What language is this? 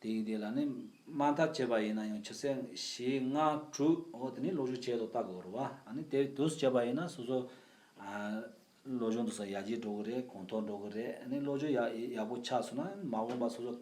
Tibetan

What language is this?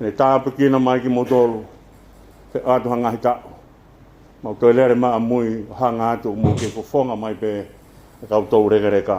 Tongan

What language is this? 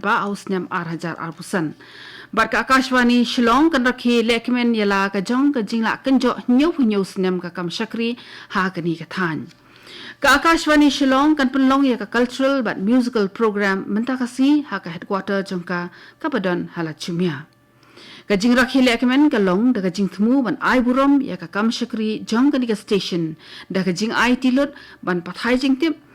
Khasi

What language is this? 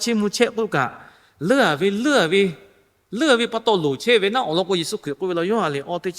Lahu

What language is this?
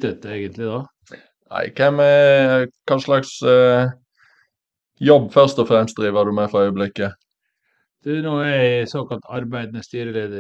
Norwegian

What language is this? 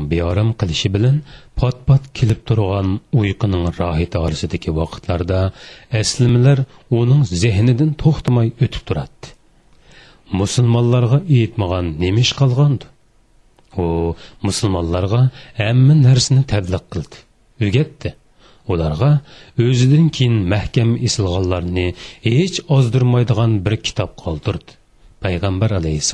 Uyghur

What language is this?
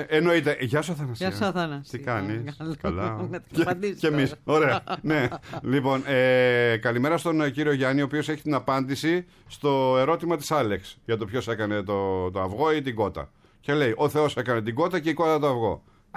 Greek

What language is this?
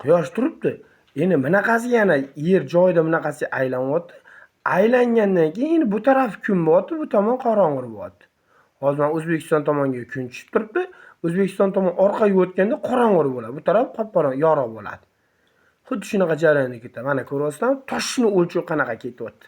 Uzbek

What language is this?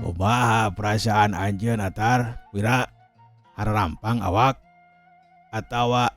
Sundanese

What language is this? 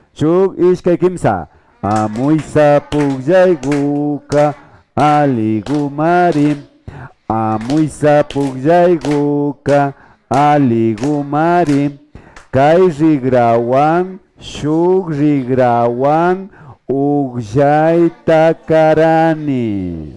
Imbabura Highland Quichua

